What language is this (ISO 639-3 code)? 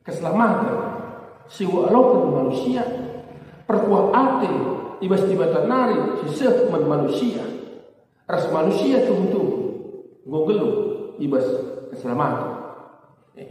btx